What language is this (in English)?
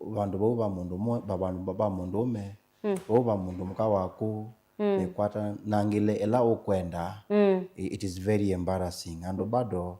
Kamba